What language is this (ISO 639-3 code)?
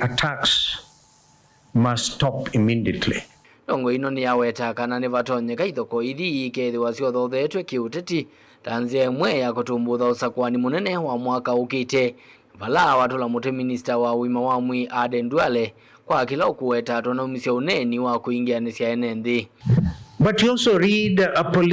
kam